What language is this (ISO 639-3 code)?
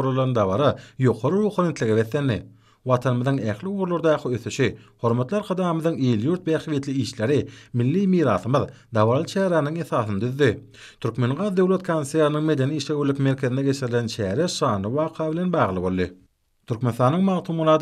tuk